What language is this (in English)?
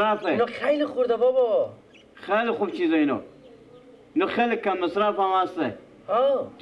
Persian